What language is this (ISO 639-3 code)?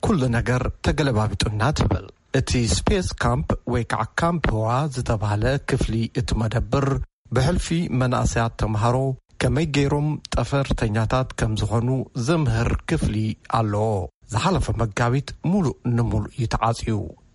tir